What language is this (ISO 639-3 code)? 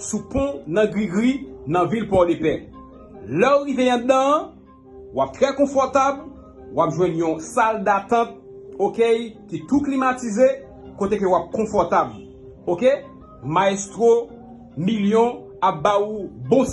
hat